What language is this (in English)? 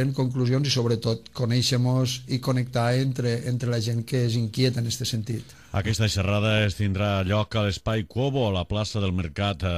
Catalan